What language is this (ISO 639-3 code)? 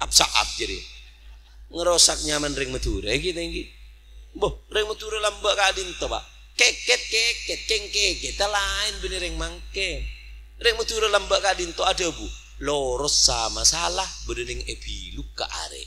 mad